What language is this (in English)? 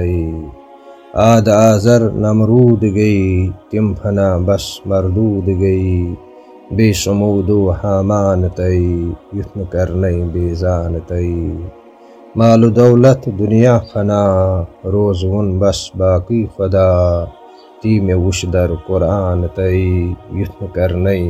Kashmiri